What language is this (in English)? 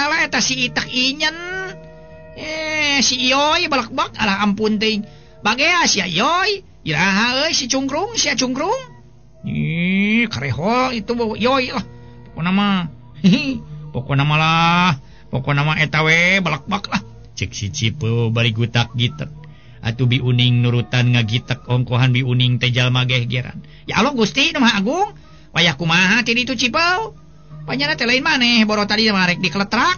Sundanese